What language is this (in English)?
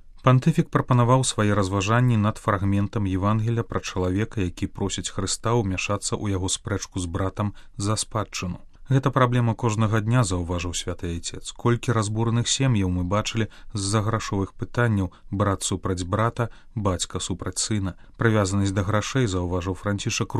Belarusian